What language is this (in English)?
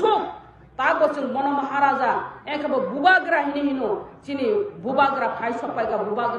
Kok Borok